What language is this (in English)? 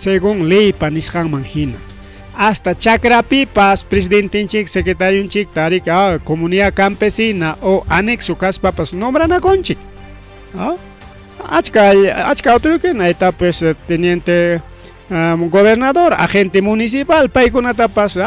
Ayacucho Quechua